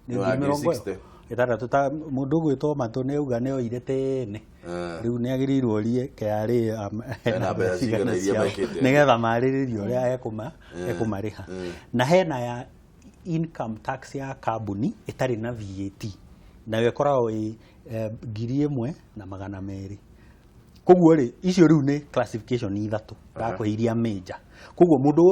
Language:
Kikuyu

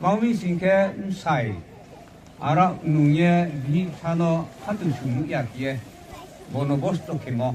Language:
Riang (India)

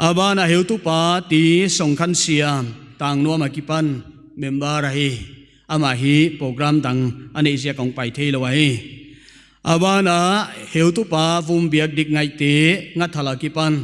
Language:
Paite Chin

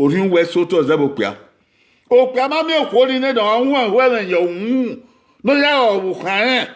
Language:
Bini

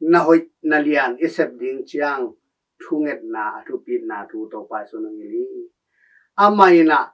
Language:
Tedim Chin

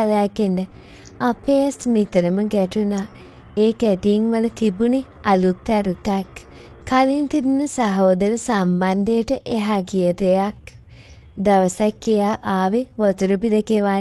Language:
Sinhala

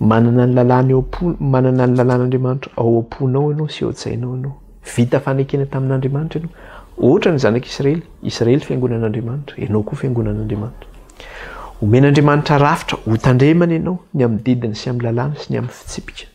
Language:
Malagasy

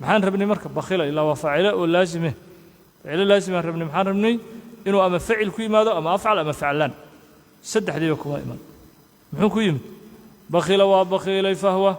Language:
Somali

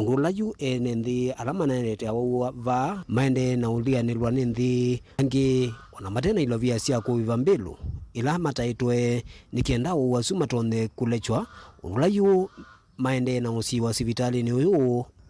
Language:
Kamba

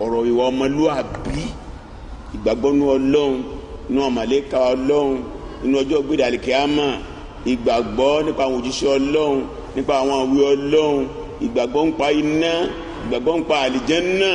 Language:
Yoruba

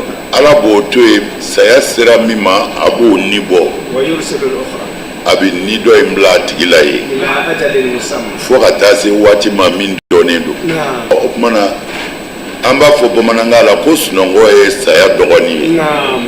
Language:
Bambara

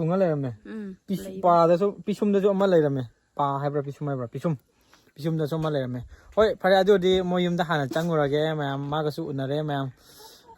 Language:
Manipuri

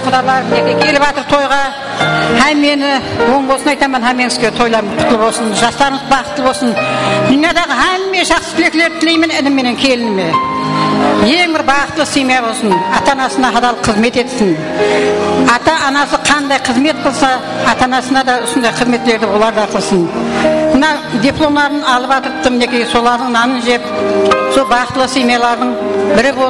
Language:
Kara-Kalpak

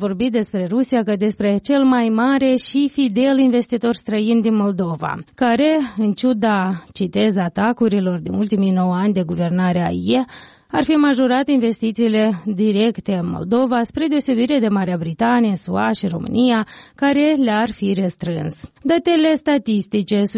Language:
Romanian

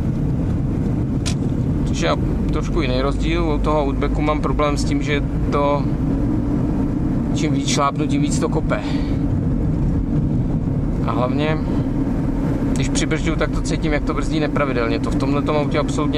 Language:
Czech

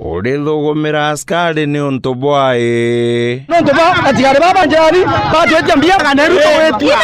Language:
Meru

